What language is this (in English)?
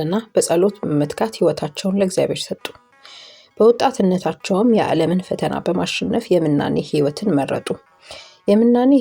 Amharic